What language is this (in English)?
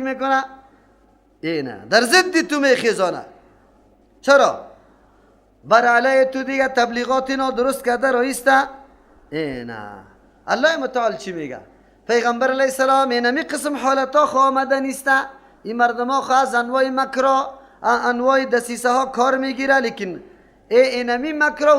Persian